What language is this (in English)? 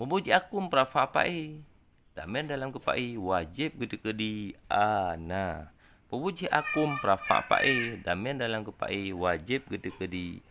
Achinese